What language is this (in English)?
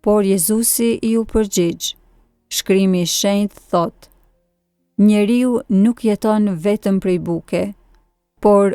Albanian